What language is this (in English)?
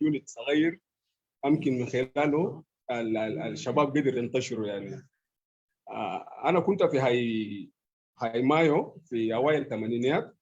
Sudanese Arabic